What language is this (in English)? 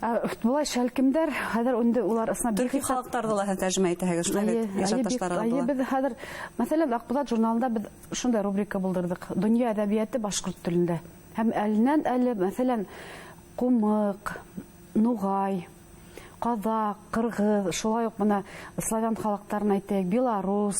Bashkir